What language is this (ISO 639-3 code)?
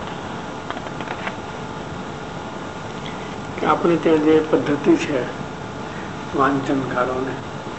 guj